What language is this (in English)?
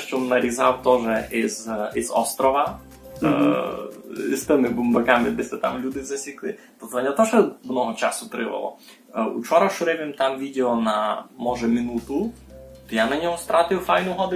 Rusyn